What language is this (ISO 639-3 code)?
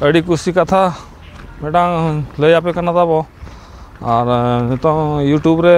sat